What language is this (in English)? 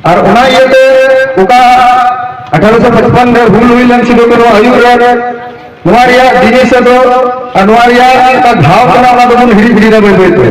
Santali